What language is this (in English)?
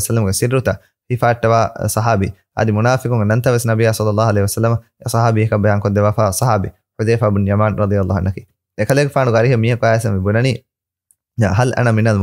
Divehi